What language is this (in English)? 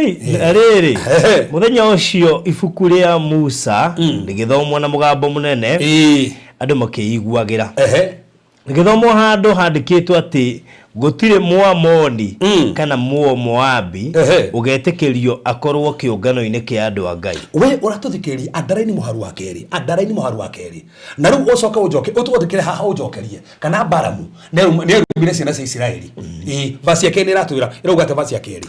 Kikuyu